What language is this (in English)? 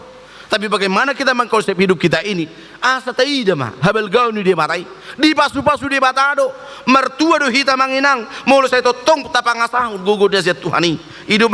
Batak Toba